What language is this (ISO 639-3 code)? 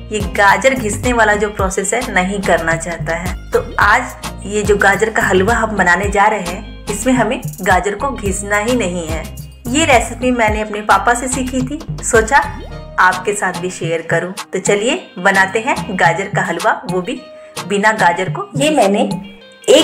hin